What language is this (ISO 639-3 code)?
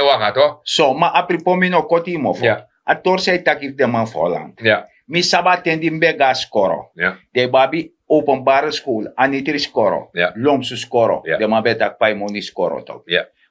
srn